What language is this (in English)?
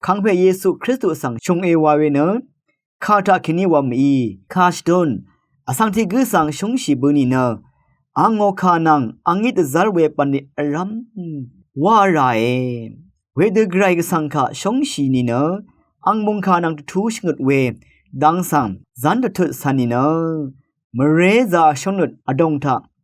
Rawang